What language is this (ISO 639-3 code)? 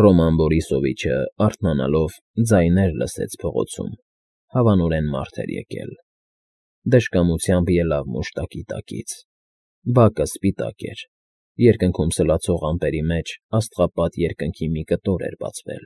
hye